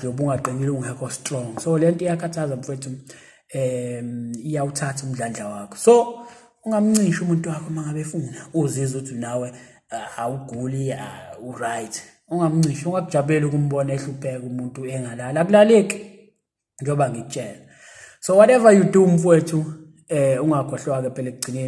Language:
Zulu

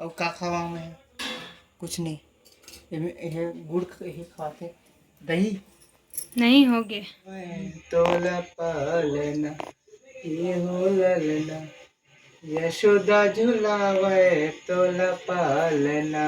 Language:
Chhattisgarhi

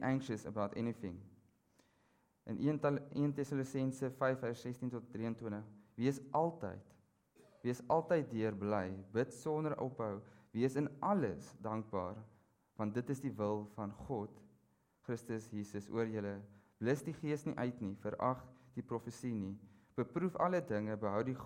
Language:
Afrikaans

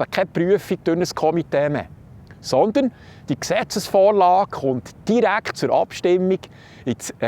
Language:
Swiss German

